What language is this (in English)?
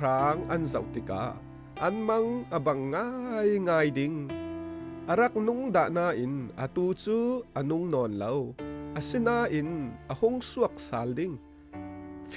Falam Chin